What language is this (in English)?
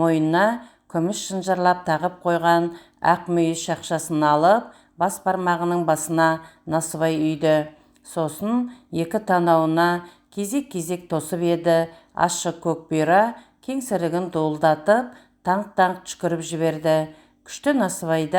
Kazakh